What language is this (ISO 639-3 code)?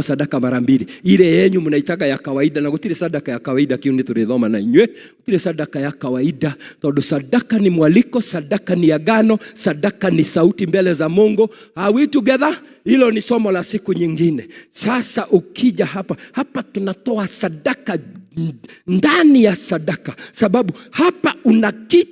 kik